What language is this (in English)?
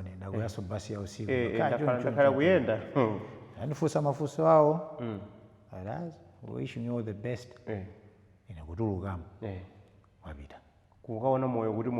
Nyanja